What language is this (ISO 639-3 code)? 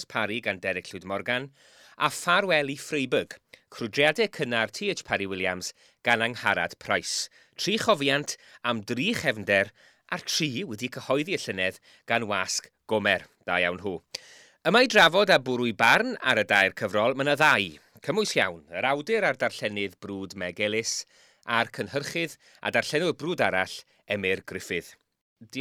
cym